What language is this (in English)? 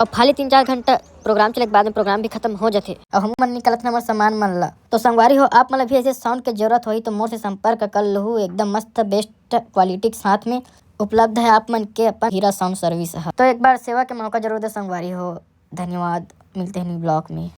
Chhattisgarhi